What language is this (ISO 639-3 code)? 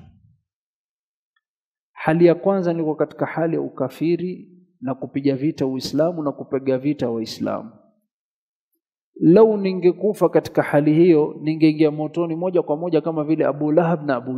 swa